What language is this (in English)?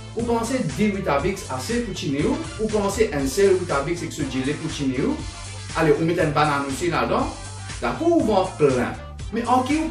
Morisyen